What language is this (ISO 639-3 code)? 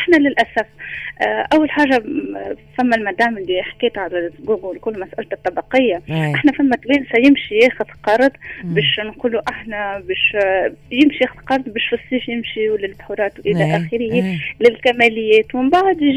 aeb